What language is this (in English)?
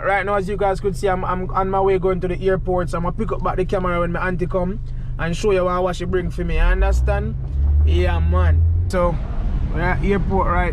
Jamaican Creole English